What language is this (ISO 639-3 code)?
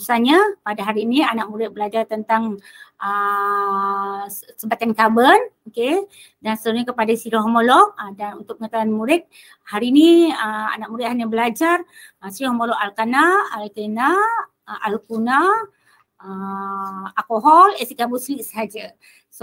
msa